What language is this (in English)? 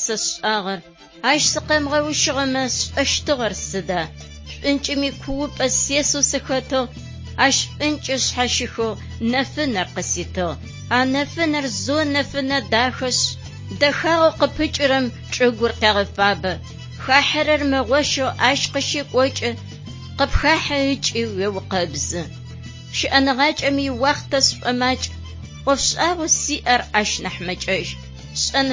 Adyghe